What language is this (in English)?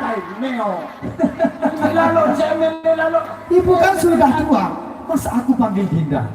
Sasak